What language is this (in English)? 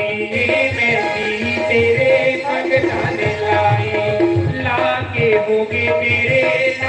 Dogri